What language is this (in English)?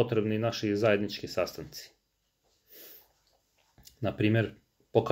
Croatian